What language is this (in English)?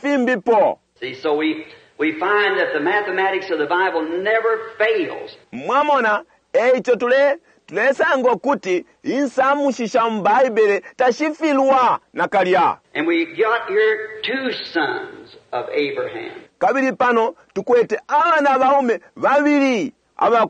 Bemba